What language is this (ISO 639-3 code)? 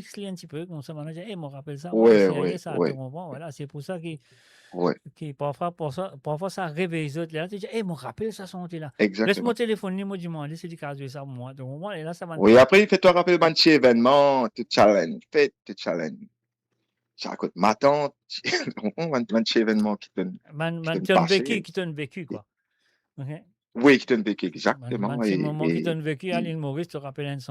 mfe